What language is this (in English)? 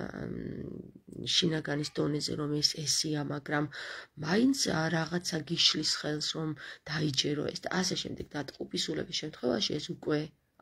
Georgian